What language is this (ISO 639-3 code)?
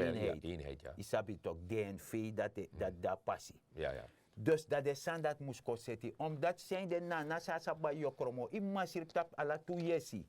srn